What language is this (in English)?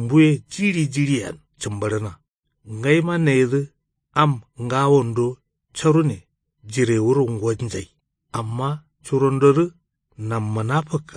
Kanuri